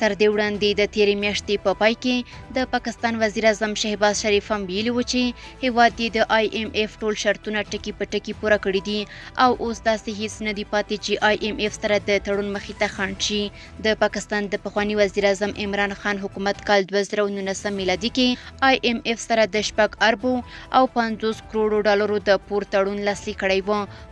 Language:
Pashto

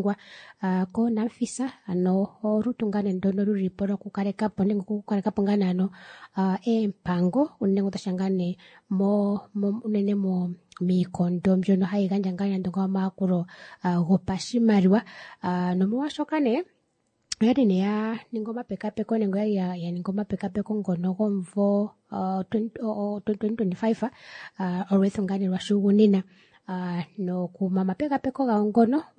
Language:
Kuanyama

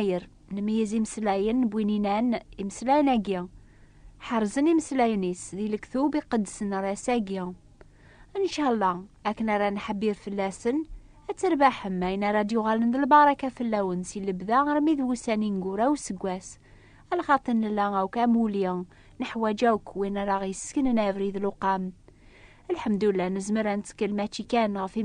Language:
Kabyle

